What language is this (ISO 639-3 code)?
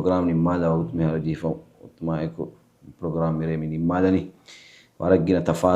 div